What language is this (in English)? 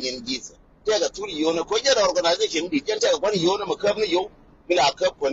Nuer